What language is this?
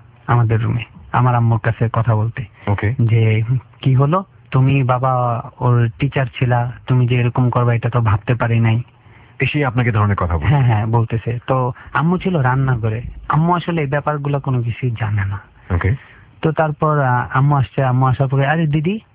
Bangla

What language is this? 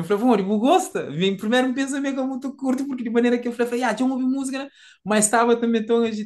Kabuverdianu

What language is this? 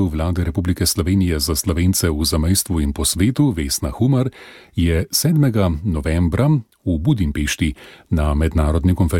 Slovenian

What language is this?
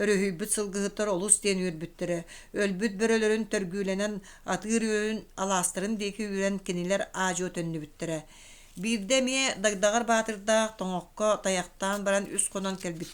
Yakut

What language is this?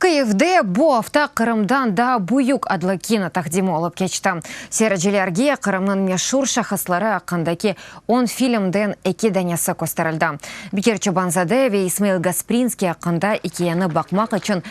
Crimean Tatar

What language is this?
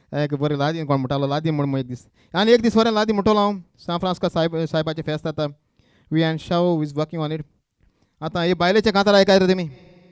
Konkani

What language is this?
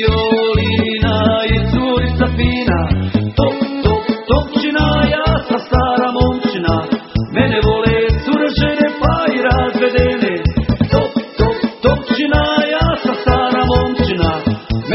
Croatian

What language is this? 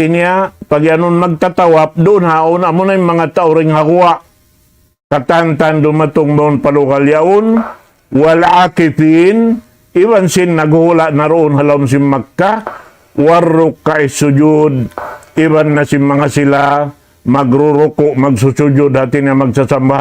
Tausug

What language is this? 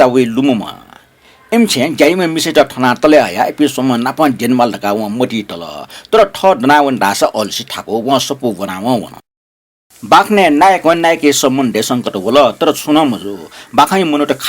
Newari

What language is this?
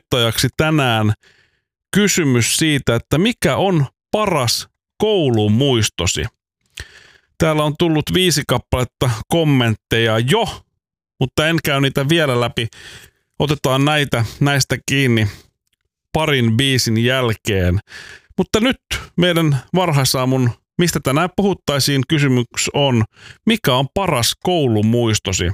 Finnish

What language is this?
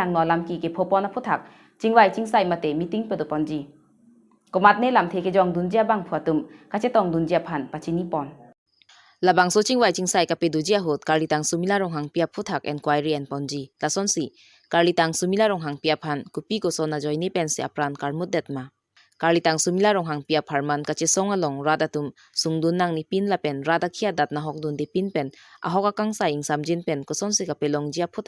Karbi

